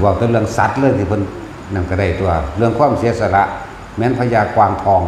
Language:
Northeastern Thai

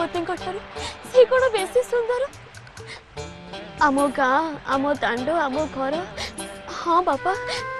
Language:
Odia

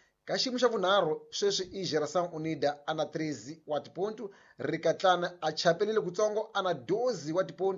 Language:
Tsonga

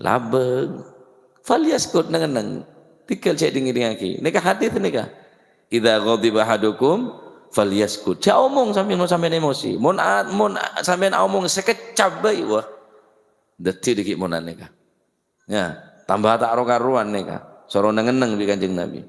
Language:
Madurese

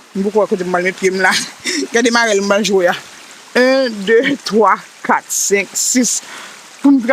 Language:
Haitian Creole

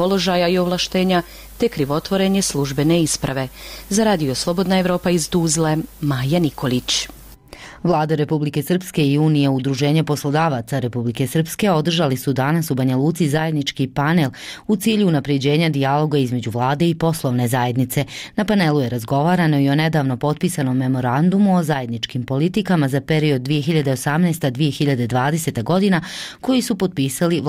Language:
Croatian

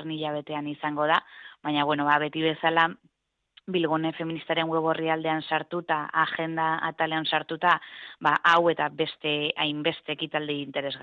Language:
Basque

